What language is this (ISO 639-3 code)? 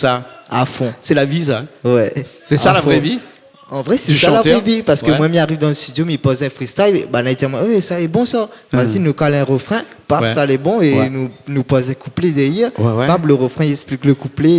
rcf